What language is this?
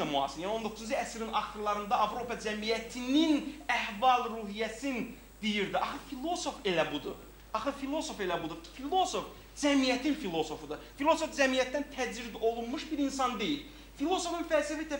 Azerbaijani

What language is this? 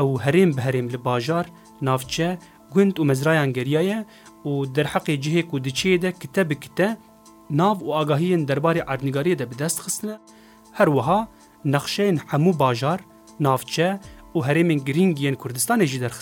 Kurdish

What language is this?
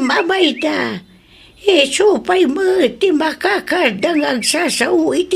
Iloko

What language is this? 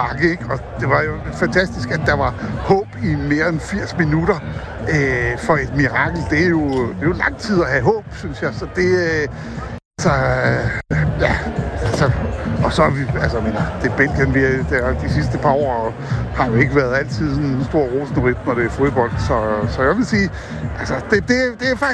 Danish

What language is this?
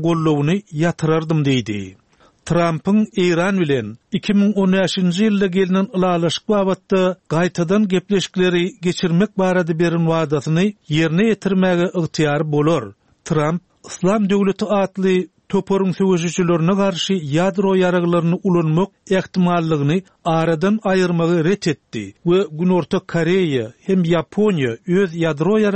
Turkmen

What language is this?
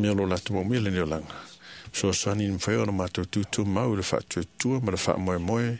Samoan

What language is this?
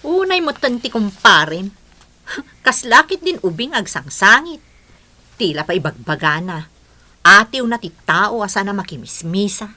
Iloko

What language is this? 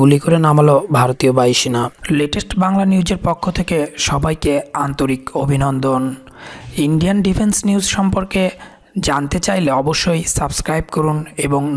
Bangla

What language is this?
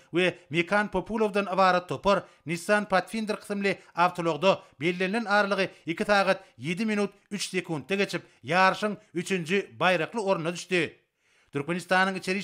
Turkmen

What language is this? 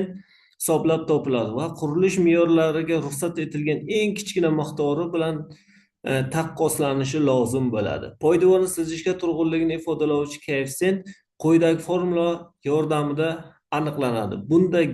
Uzbek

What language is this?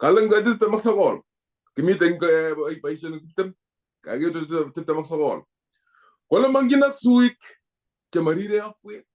Kalenjin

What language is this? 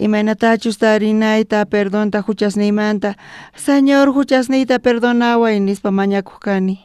South Bolivian Quechua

